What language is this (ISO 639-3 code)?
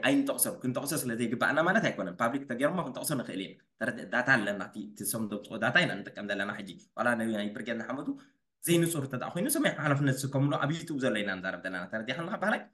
tir